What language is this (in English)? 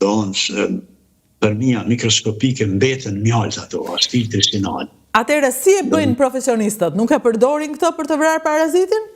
Albanian